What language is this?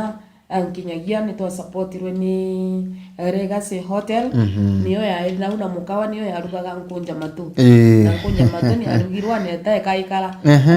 Meru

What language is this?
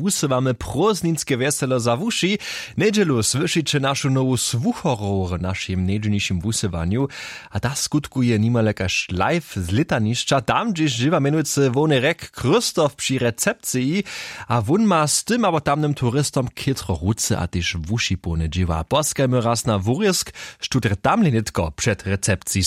Upper Sorbian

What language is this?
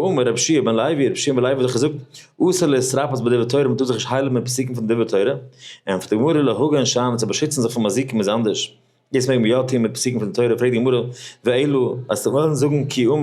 Yiddish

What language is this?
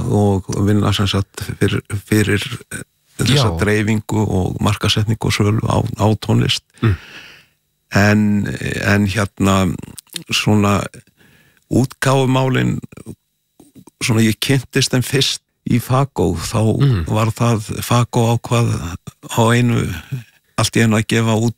Icelandic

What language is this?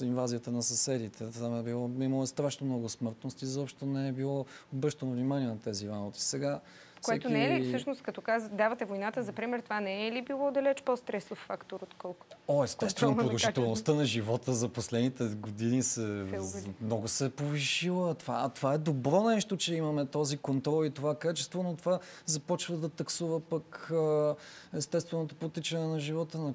Bulgarian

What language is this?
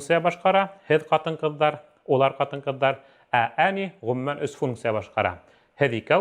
Bashkir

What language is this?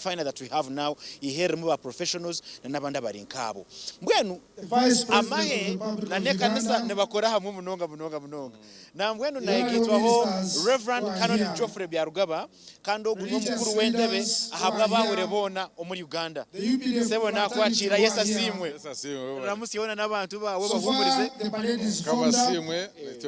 Nyankole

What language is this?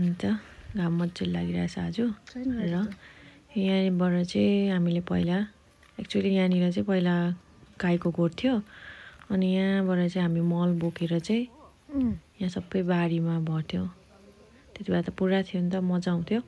Nepali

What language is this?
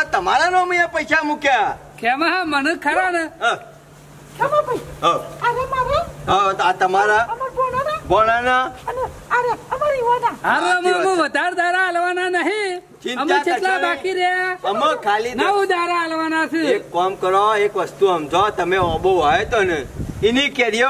Gujarati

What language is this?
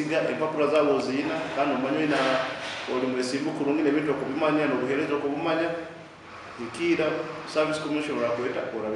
Nyankole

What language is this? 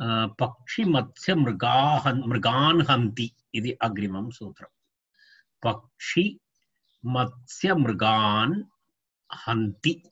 Sanskrit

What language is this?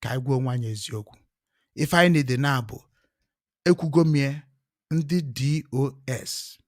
Igbo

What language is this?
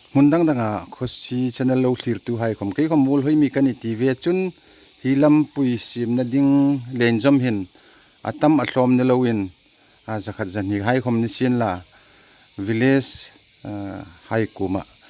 Hmar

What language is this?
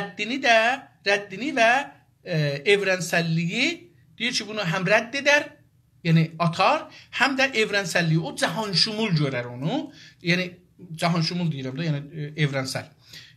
South Azerbaijani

